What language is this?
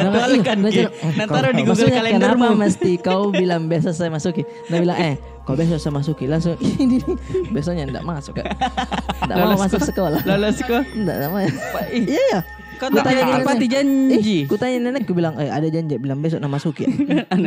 Makassar Malay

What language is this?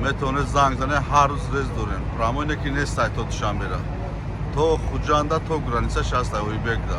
Tajik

